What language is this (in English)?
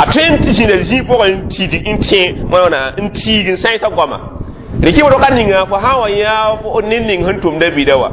Mossi